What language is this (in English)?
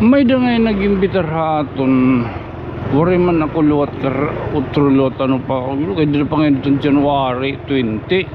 Waray